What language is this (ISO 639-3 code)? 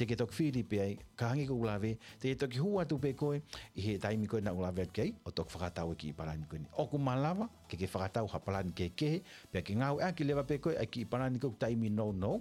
ton